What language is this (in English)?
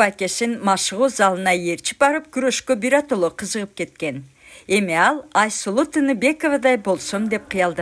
Kyrgyz